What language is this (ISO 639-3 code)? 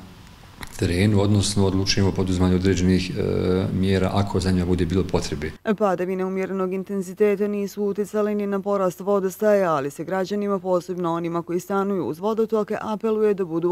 bos